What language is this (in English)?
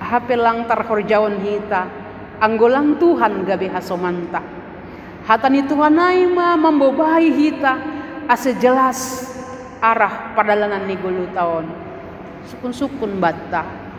Batak Simalungun